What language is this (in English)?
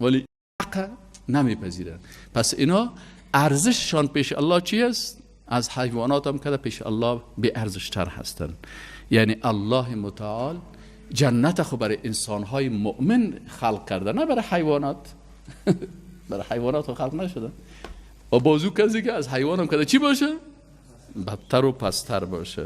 Persian